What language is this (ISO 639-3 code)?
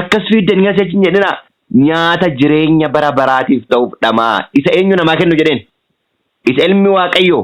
orm